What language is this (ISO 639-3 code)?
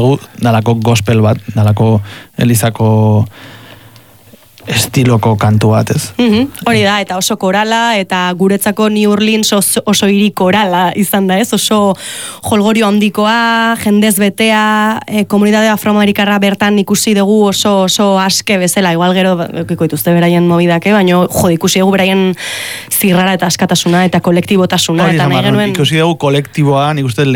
eus